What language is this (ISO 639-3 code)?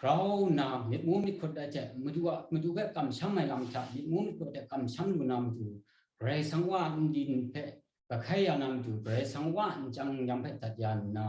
kac